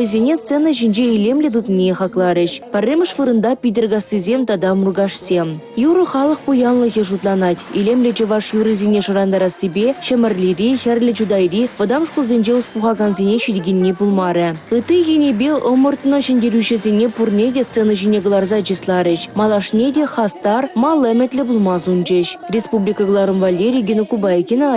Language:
Chuvash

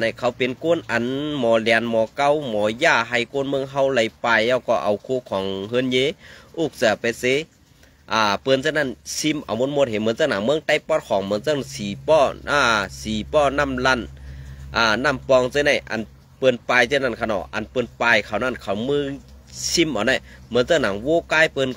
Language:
Shan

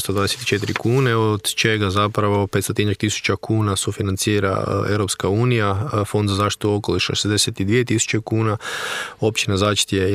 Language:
Croatian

